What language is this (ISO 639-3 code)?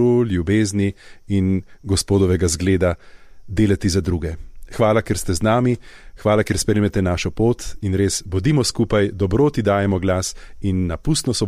slv